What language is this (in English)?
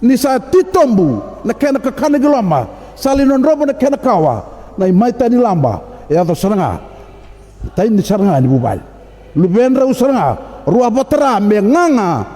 Fijian